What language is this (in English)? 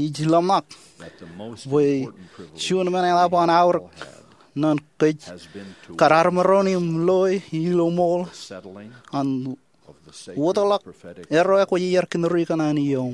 Marshallese